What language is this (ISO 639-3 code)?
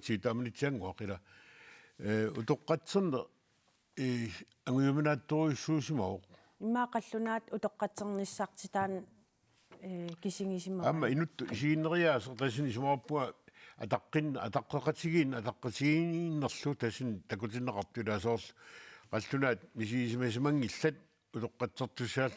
kal